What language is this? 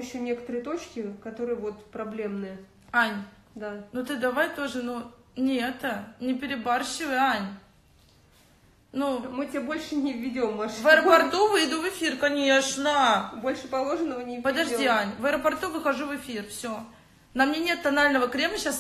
Russian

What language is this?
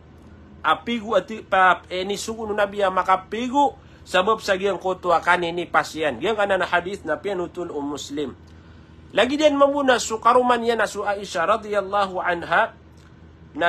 Maranao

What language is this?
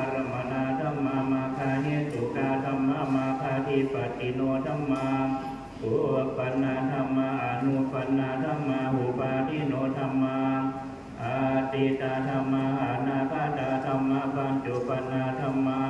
Pali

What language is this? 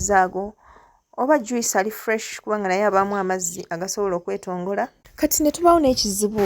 Ganda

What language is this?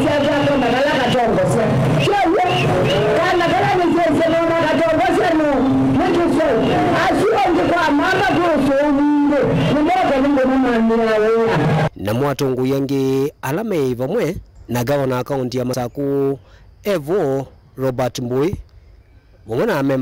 Kamba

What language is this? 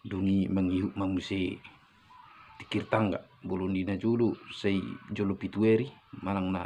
Batak Toba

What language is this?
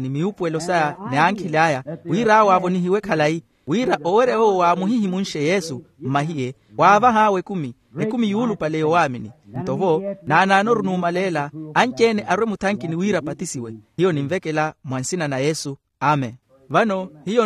Makhuwa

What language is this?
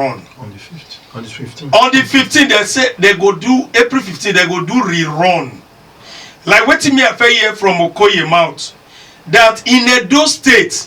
Nigerian Pidgin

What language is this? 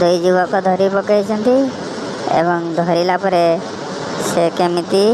Odia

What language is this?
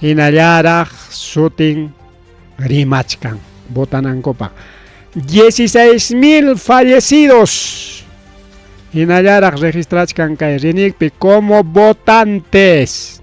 Ayacucho Quechua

